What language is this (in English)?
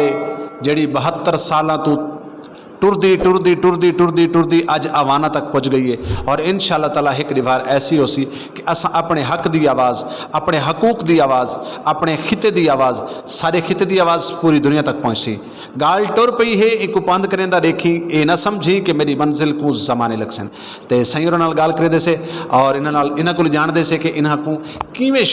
Saraiki